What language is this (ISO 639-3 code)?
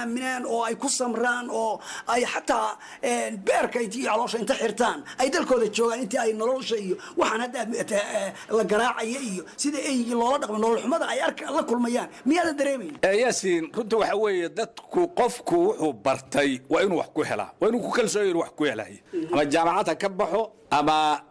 som